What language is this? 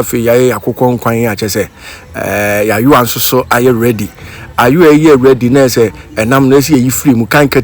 Akan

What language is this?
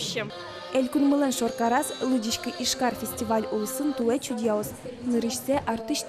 Udmurt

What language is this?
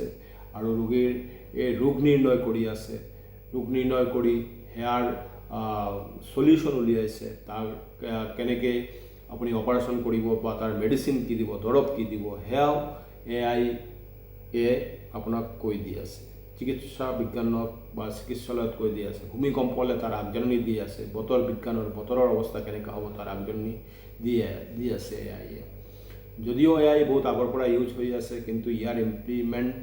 Assamese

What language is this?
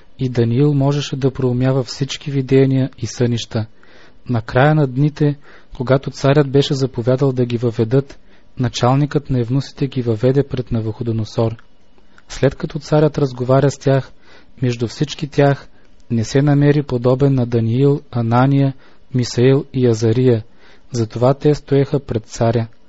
Bulgarian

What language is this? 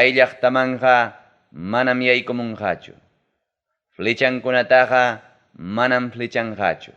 Ayacucho Quechua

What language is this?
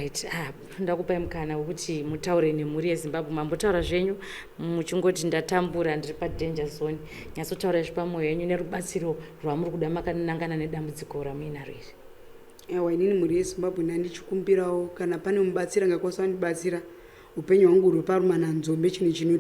Shona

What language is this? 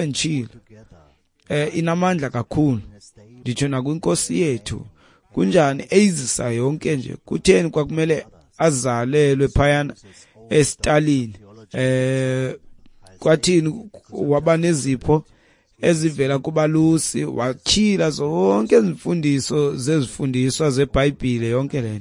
Xhosa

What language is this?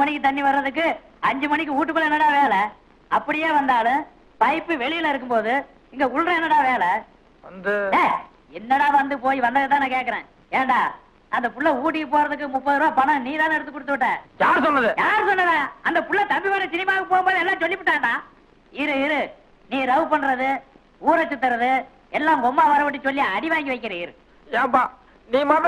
Tamil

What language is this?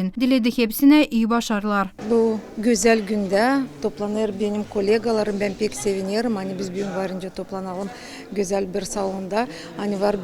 Gagauz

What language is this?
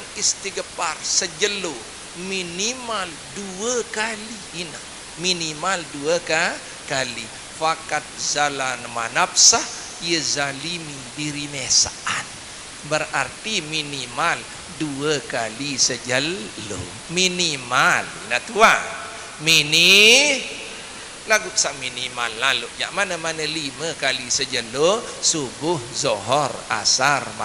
Sasak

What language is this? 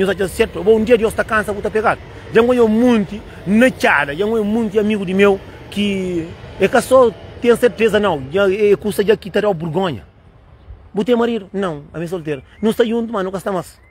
Kabuverdianu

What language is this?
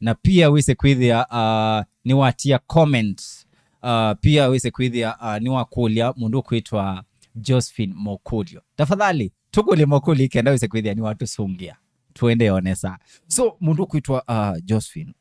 Kamba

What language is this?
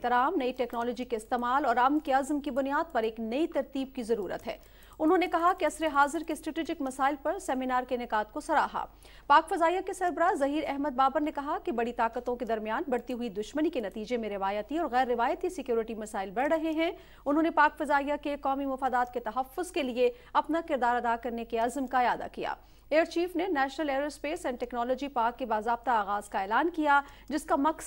Urdu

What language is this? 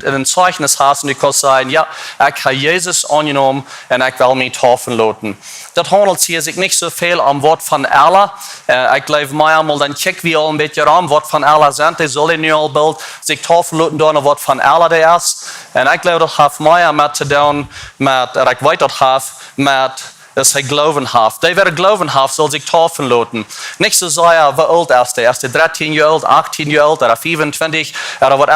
Plautdietsch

